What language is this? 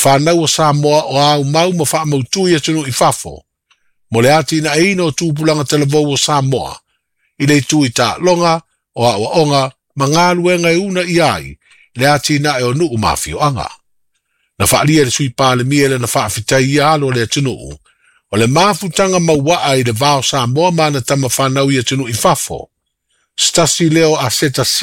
Samoan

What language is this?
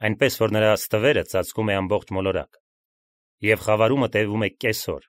Armenian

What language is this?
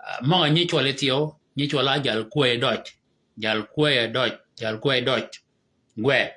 Shilluk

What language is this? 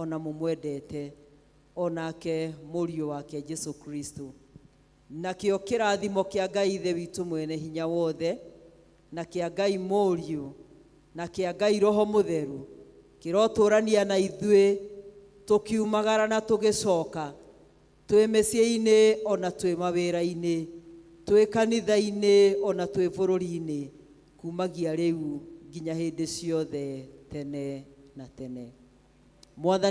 Kikuyu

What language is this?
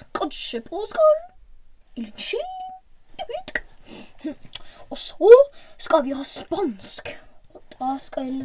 Norwegian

